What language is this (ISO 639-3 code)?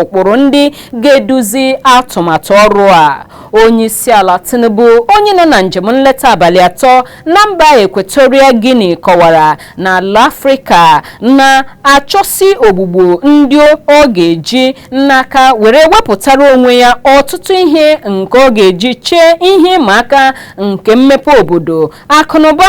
ibo